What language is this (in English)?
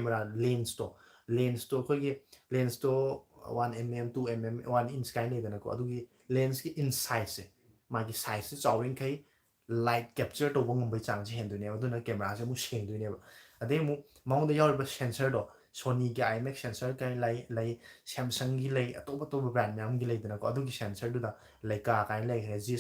Manipuri